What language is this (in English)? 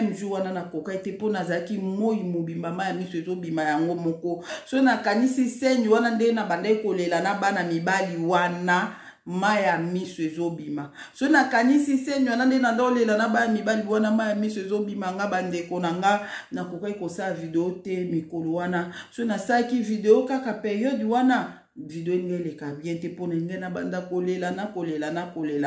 Lingala